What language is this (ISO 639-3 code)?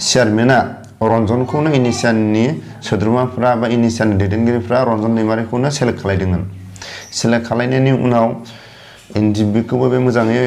brx